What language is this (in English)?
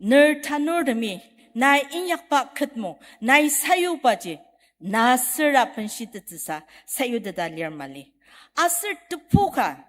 Ao Naga